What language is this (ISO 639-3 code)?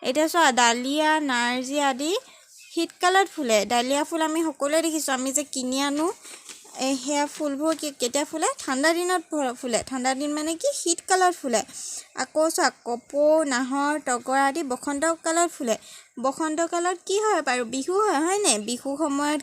asm